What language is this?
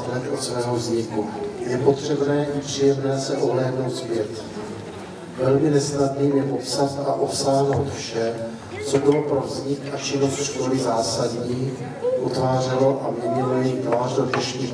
Czech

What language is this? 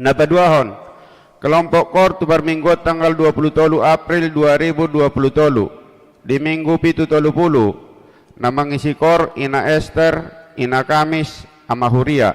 Batak Toba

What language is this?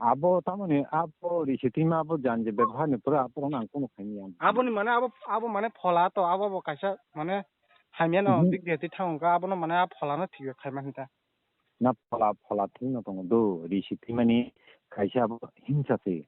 Kok Borok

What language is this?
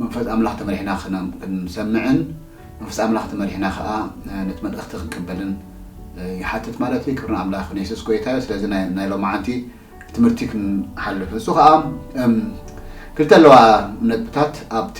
Tigrinya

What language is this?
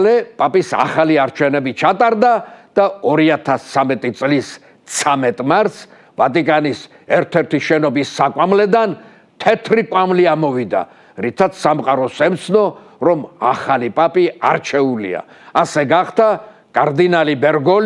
Georgian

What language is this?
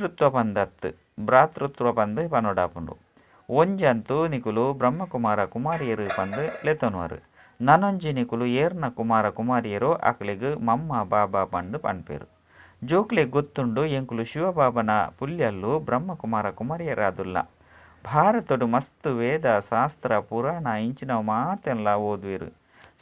Tulu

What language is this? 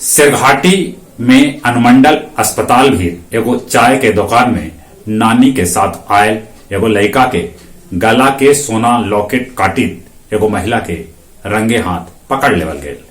Magahi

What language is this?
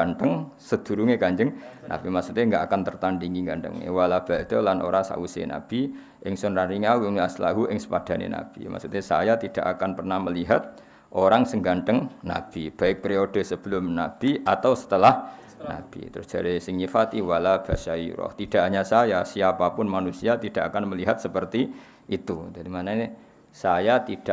Javanese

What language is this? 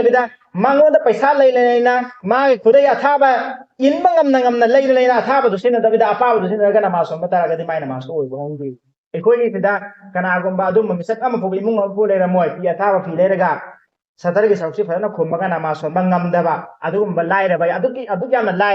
Manipuri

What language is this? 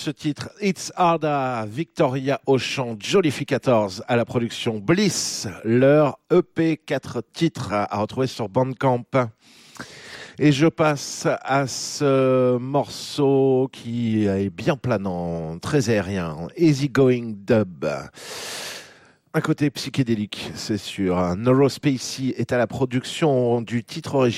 French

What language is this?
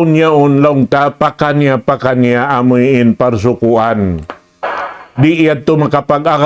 Tausug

